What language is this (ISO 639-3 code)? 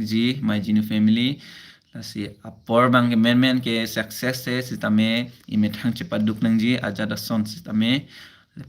mjw